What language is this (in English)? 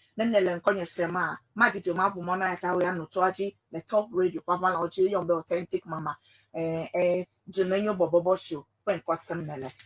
Ewe